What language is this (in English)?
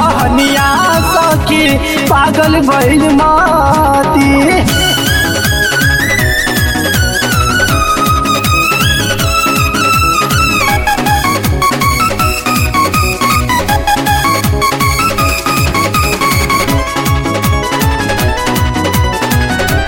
Bhojpuri